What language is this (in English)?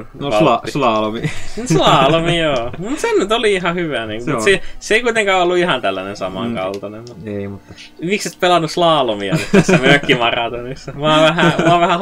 Finnish